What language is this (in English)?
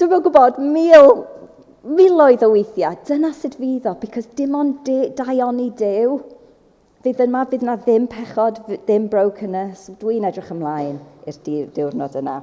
Welsh